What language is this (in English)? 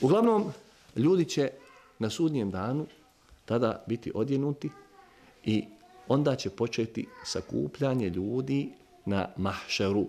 Bosnian